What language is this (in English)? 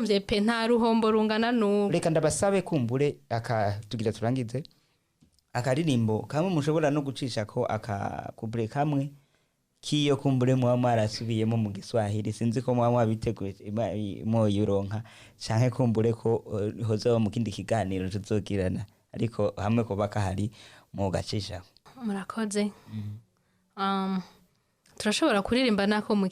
Rundi